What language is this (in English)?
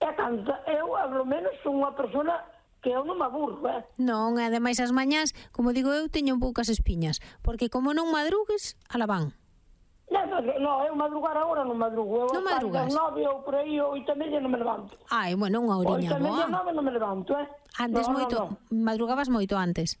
Galician